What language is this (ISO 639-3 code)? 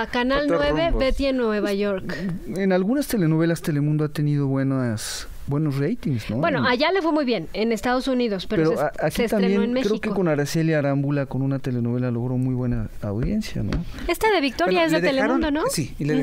spa